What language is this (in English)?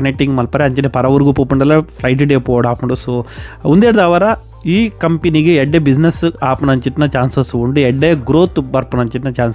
Tulu